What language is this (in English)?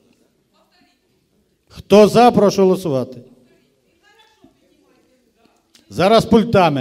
Ukrainian